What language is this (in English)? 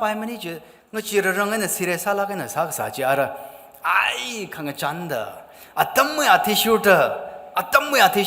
Tangkhul Naga (India)